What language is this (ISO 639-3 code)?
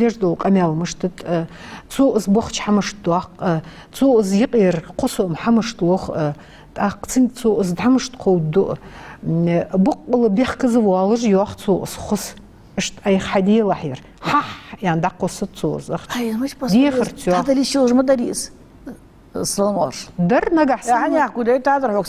inh